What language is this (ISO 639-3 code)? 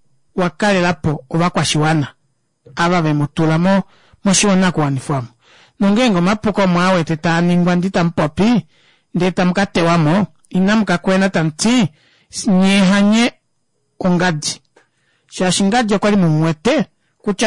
kua